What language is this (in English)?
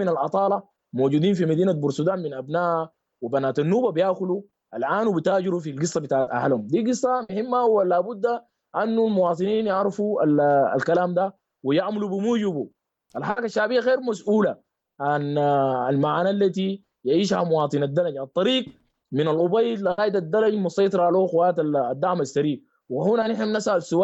Sudanese Arabic